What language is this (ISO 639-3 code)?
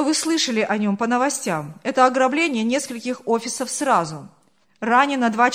rus